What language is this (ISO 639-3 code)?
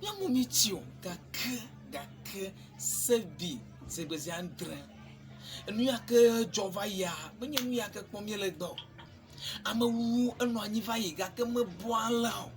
ewe